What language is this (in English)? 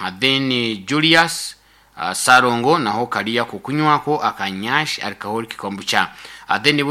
Nyoro